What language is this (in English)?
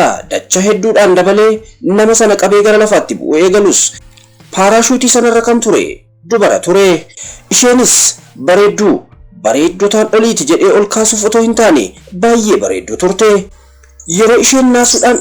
Oromo